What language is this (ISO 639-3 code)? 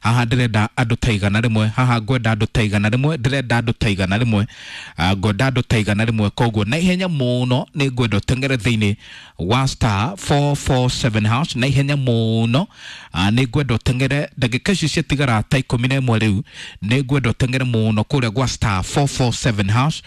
kik